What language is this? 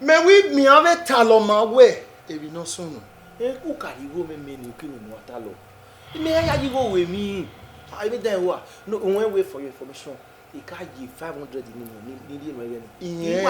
Bini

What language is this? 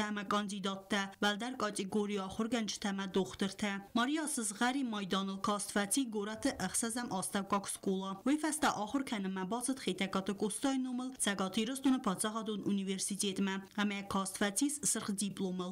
Ossetic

